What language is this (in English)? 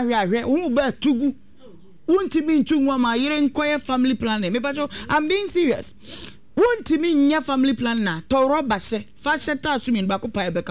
Akan